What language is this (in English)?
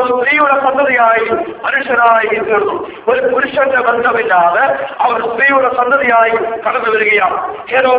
Malayalam